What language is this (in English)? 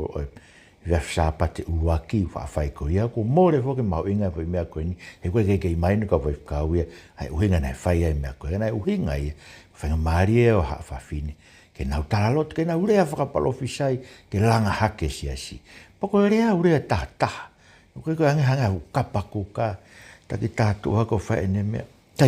Tongan